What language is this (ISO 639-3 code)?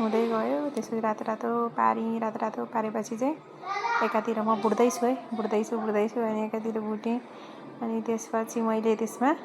nep